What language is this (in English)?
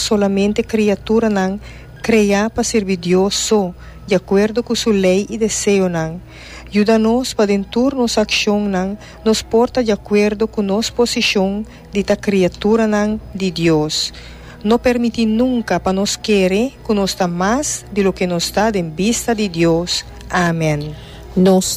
Papiamento